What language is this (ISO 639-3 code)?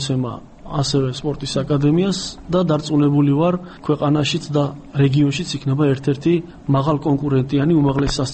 kat